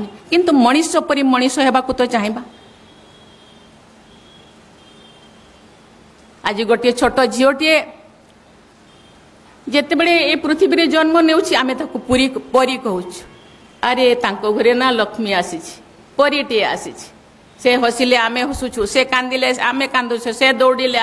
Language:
Odia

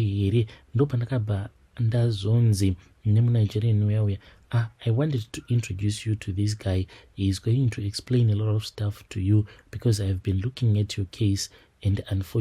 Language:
Shona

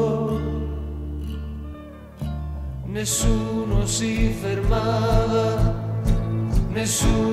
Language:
Italian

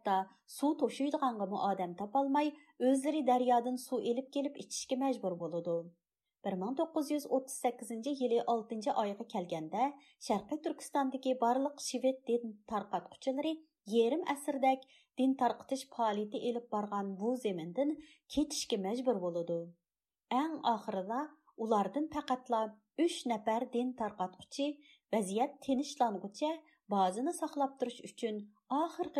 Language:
Uyghur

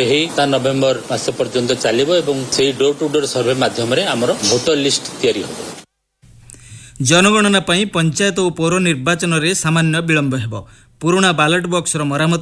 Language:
Odia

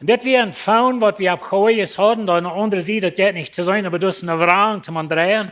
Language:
Plautdietsch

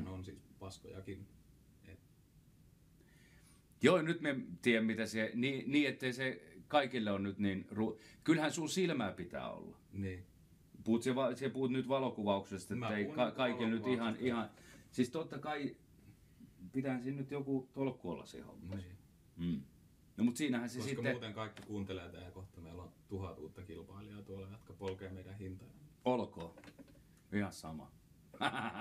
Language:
Finnish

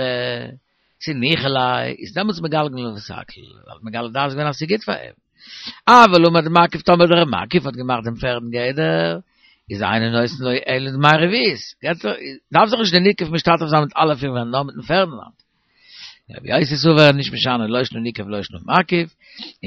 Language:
Yiddish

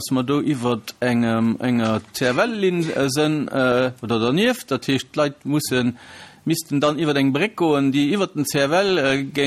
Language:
Luxembourgish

